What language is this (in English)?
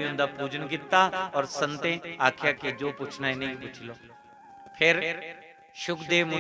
Dogri